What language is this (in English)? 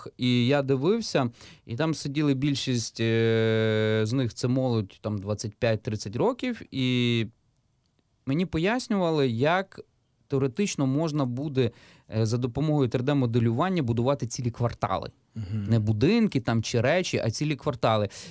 Ukrainian